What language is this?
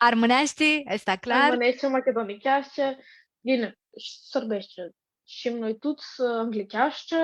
Aromanian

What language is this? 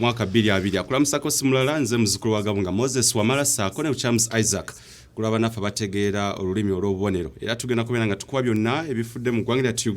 Ganda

